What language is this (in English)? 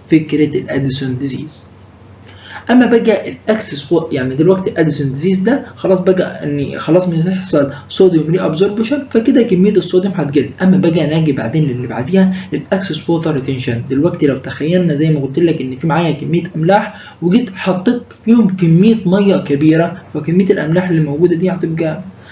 Egyptian Arabic